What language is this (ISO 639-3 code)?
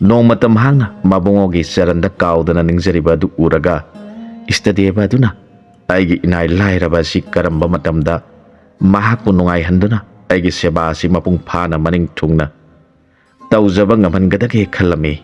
mni